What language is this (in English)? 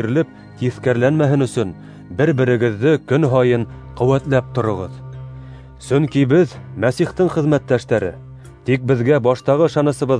Bashkir